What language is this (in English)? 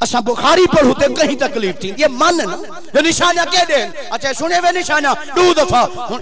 Saraiki